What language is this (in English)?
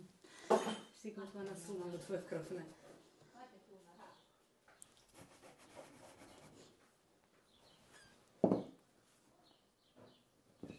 Croatian